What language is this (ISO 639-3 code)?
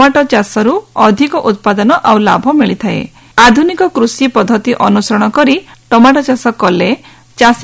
ori